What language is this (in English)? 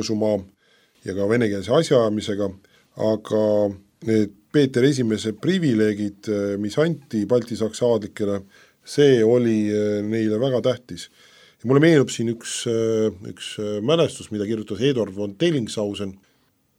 Estonian